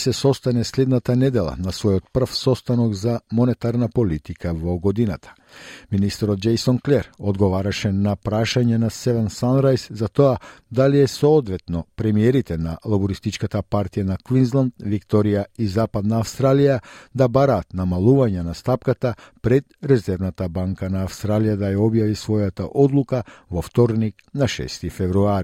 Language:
Macedonian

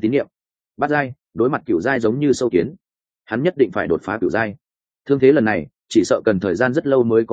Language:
Vietnamese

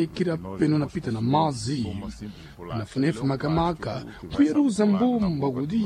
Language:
Sena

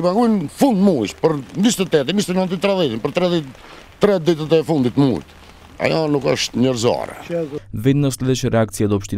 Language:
Macedonian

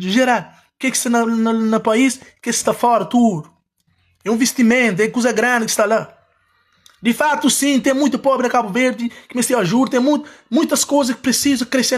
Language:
Kabuverdianu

